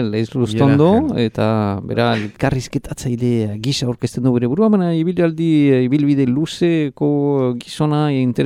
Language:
Basque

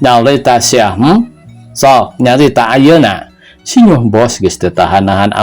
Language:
Sundanese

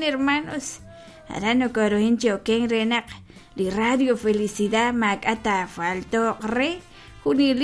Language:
Kekchí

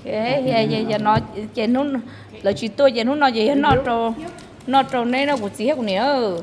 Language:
Hmong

